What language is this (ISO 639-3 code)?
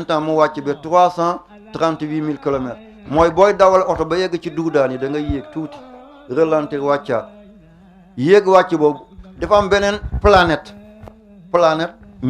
wol